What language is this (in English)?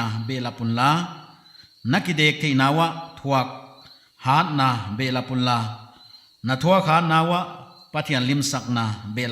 Paite Chin